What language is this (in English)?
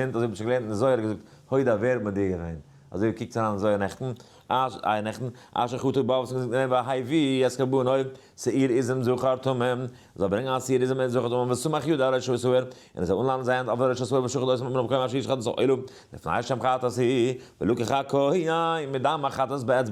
Yiddish